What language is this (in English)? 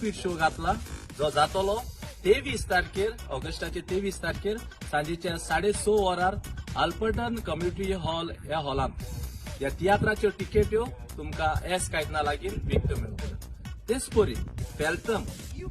Konkani